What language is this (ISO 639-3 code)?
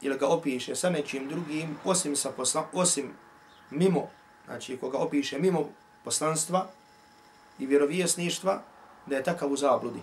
bos